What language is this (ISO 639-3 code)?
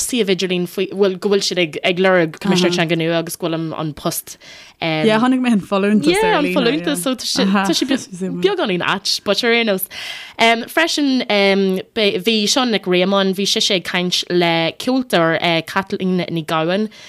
gle